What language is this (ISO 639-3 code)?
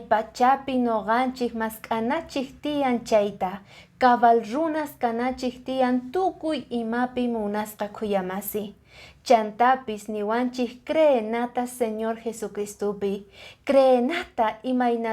que